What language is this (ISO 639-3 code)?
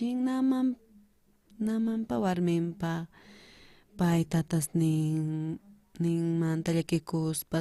quh